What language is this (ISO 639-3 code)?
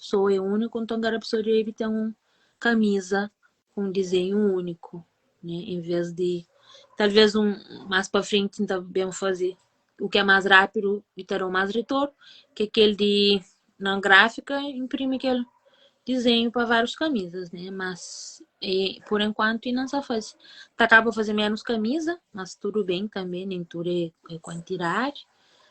kea